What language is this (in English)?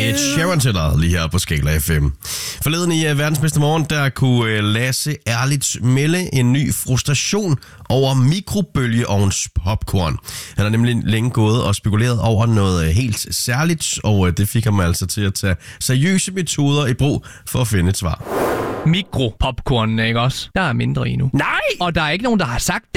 Danish